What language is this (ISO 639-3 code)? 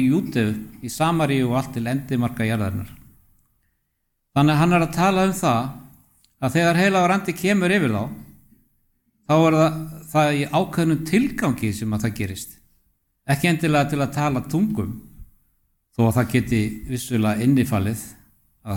isl